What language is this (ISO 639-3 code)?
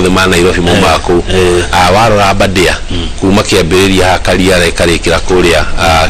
kik